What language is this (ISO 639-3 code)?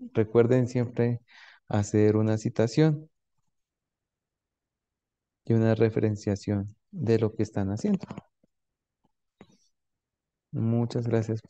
spa